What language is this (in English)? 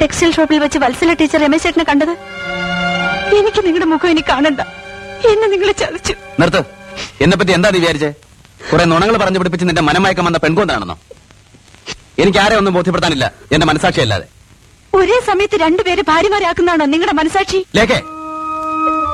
Malayalam